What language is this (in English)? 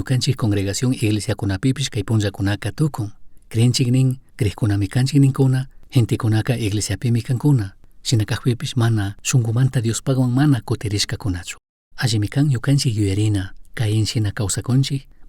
Chimborazo Highland Quichua